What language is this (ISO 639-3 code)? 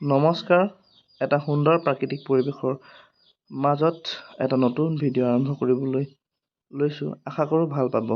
asm